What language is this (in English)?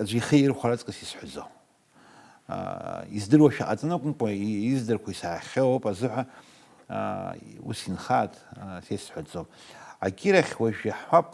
Abkhazian